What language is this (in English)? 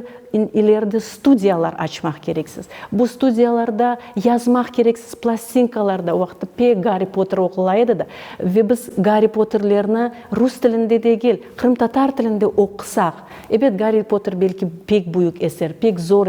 Crimean Tatar